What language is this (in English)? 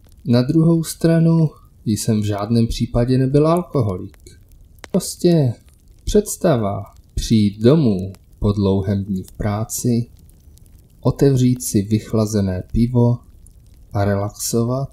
Czech